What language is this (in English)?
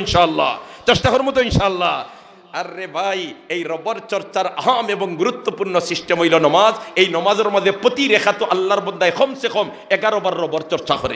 Sylheti